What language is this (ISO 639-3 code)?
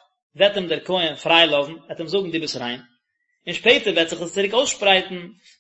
yid